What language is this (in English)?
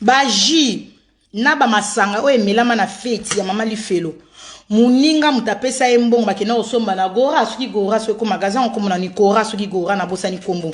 Lingala